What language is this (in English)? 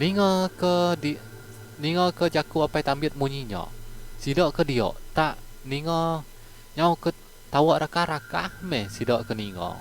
Iban